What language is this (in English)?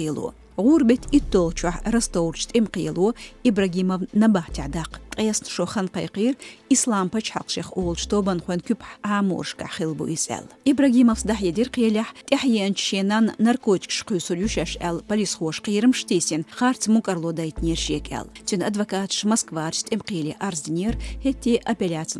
Chechen